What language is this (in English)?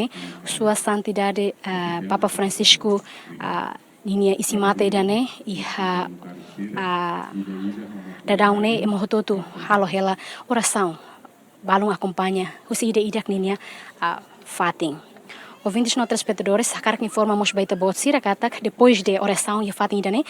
Tetum